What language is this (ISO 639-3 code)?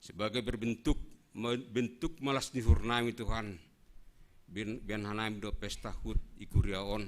bts